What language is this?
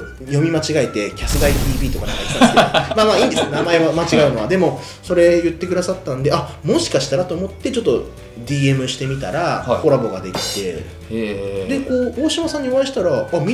Japanese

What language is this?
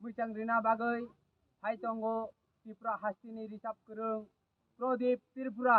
Kok Borok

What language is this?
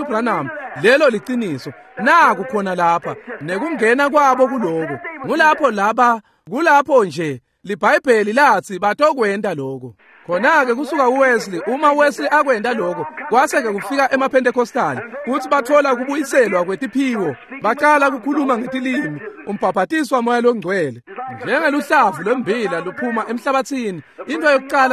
Swati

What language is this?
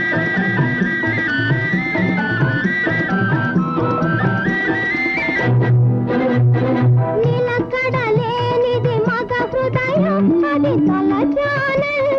Telugu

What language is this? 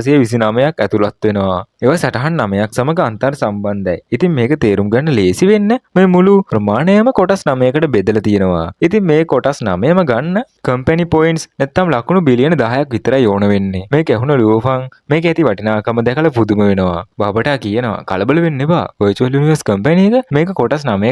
Sinhala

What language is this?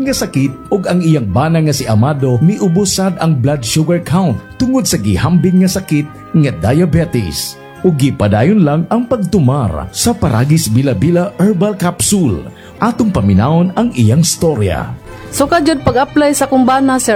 Cebuano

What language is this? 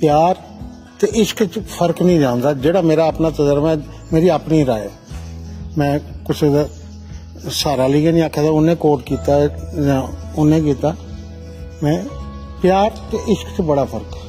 Dogri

